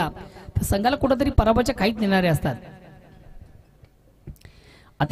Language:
Marathi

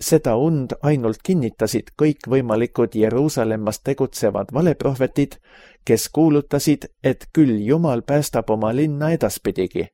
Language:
Estonian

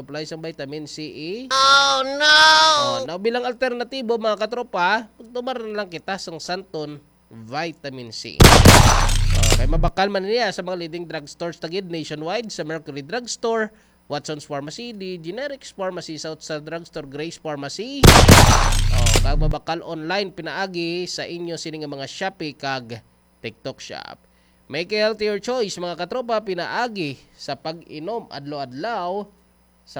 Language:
Hiligaynon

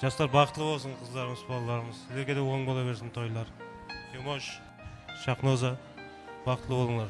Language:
Kara-Kalpak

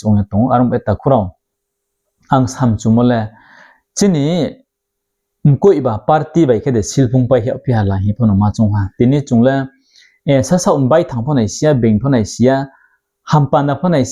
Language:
Riang (India)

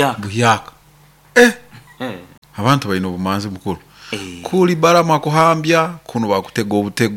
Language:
Nyoro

